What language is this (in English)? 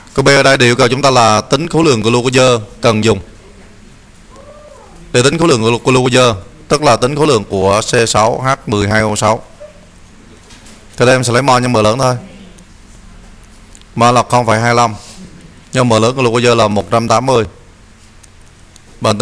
Vietnamese